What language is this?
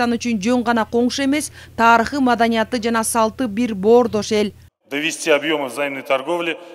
Kyrgyz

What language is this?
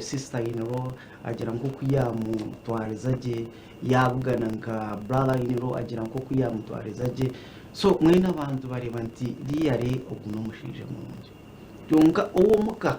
Nyankole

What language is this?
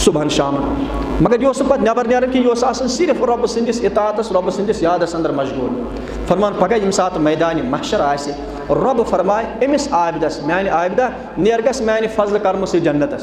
Kashmiri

